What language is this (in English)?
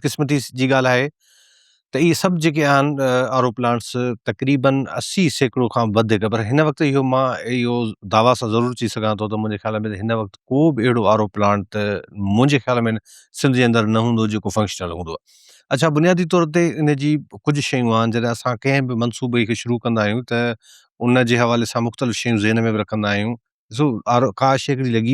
Sindhi